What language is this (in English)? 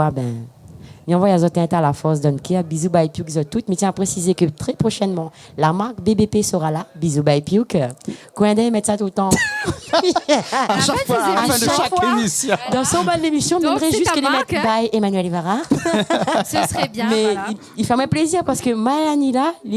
Réunion Creole French